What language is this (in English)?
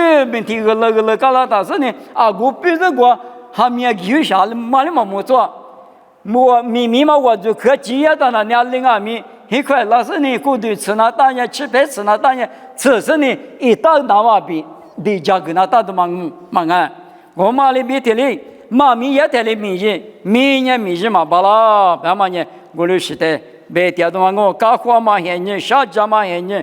Lisu